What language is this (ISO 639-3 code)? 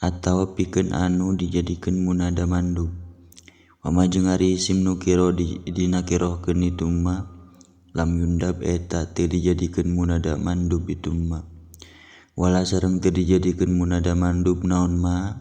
sun